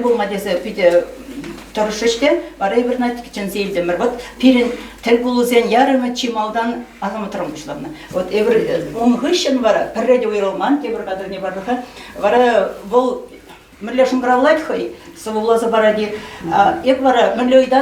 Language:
Chuvash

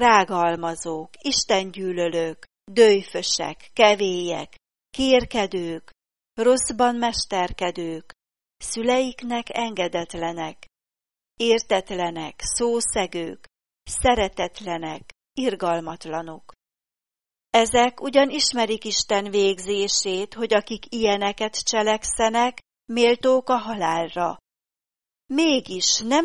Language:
Hungarian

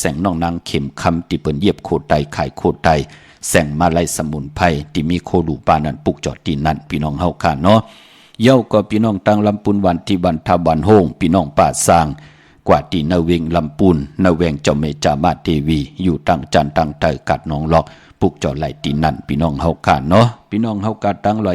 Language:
Shan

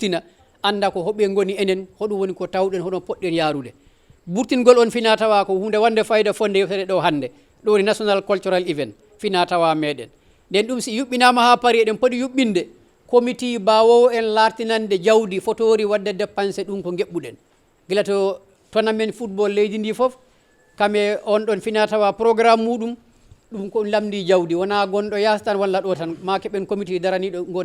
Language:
Fula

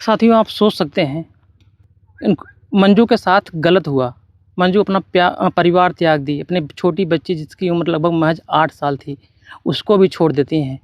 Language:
Bhojpuri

